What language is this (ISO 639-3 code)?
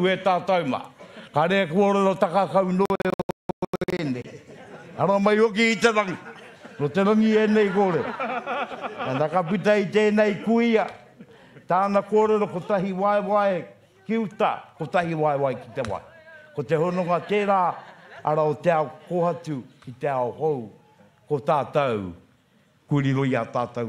mri